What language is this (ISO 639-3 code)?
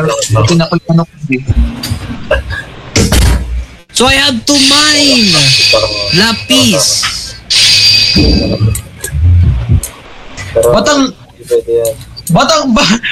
fil